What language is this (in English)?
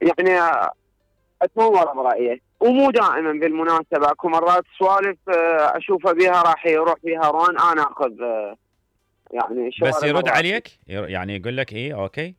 Mesopotamian Arabic